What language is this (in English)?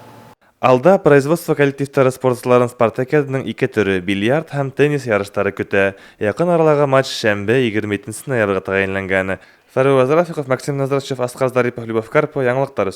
Bashkir